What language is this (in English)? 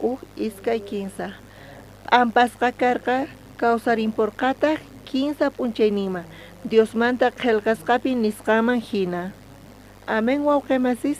South Bolivian Quechua